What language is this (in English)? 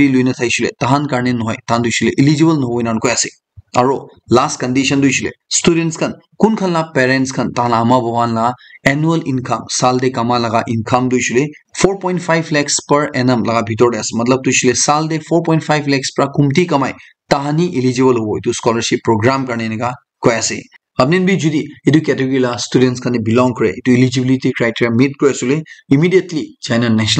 Naga Pidgin